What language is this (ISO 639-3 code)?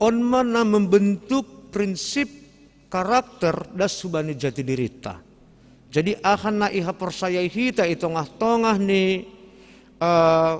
bts